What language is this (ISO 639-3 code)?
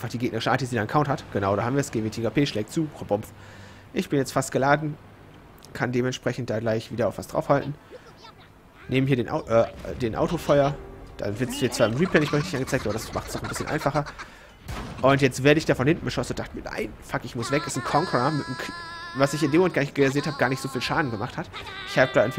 deu